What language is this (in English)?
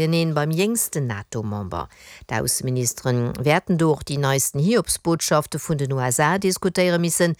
Luxembourgish